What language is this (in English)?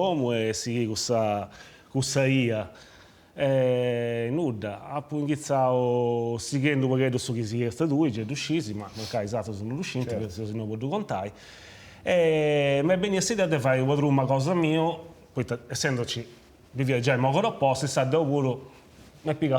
Sardinian